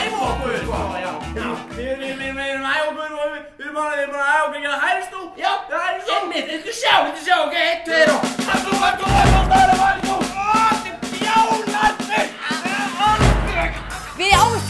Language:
Icelandic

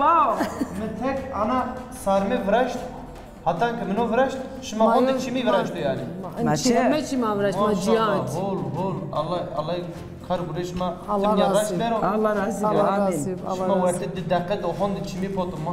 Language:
Zaza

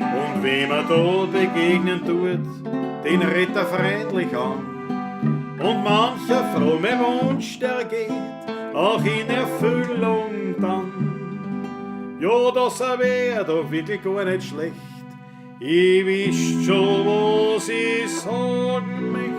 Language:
Bavarian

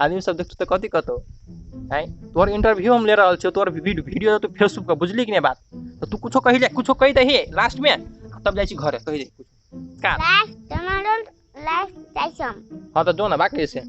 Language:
Maithili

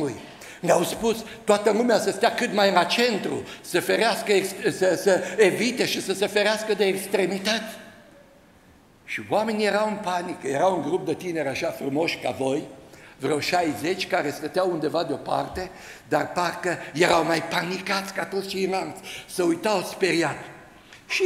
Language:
Romanian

